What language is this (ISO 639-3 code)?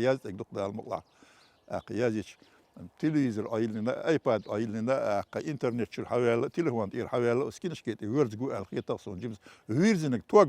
che